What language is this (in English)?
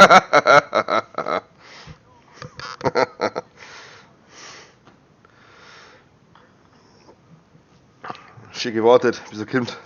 Bavarian